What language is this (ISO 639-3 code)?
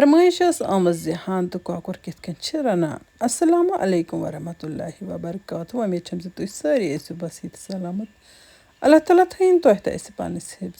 kas